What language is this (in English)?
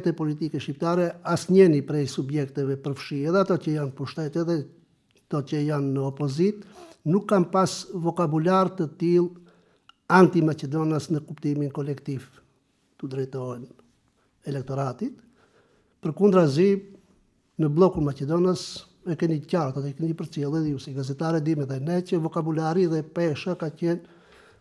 Albanian